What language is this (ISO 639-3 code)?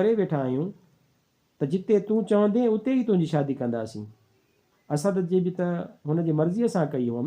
snd